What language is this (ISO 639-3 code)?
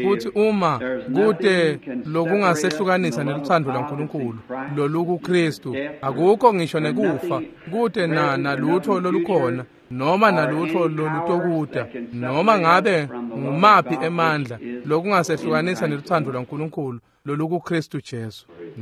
ssw